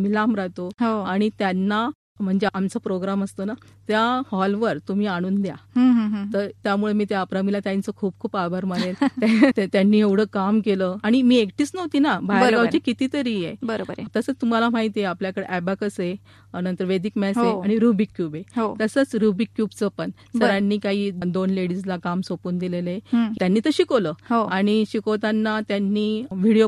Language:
Marathi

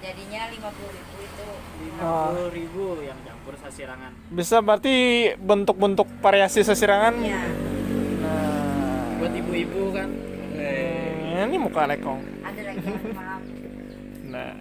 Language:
Banjar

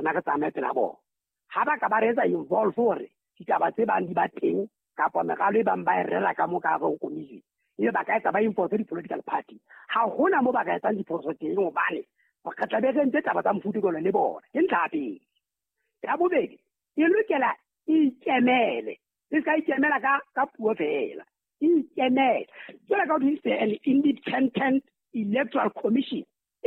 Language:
Southern Sotho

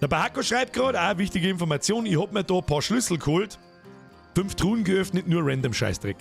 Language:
Bavarian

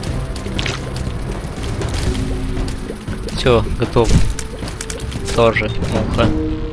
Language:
Russian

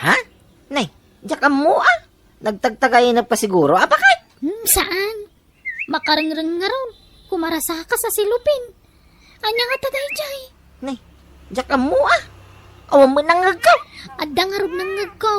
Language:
Iloko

